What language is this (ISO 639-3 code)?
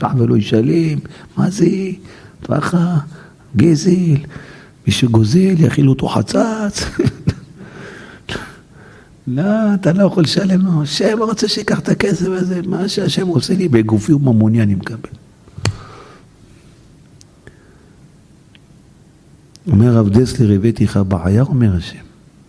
heb